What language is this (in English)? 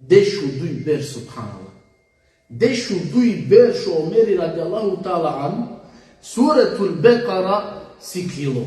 Balkan Romani